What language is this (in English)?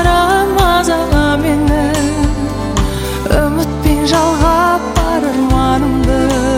Kazakh